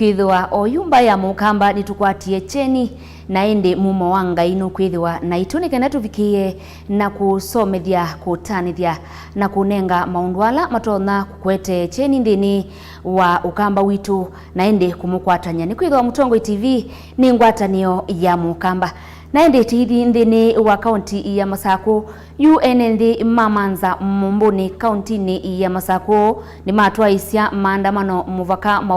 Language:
Kamba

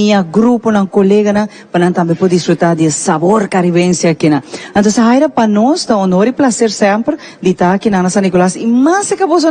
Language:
Papiamento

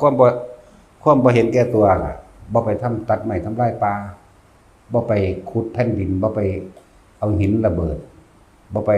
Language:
Northeastern Thai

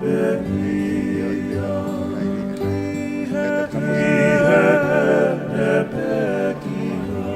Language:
Tongan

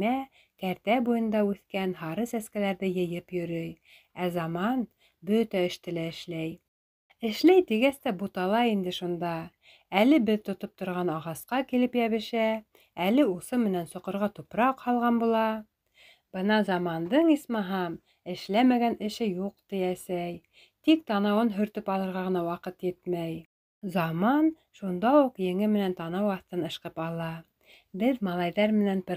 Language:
Bashkir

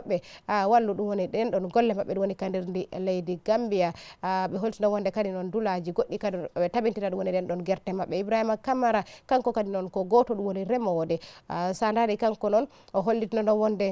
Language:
Swahili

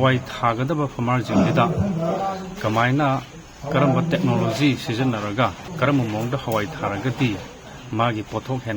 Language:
Manipuri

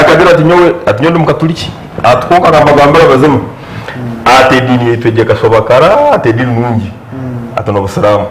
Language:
Nyankole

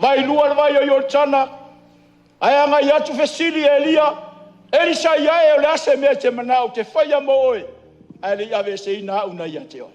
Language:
Samoan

